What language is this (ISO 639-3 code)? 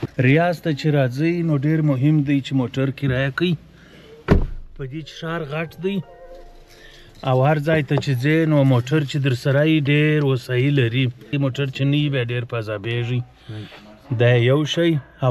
pus